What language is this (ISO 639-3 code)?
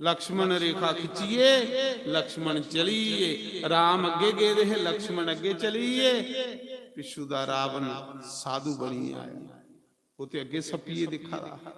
doi